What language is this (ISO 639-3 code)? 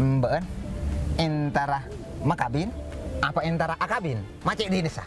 mad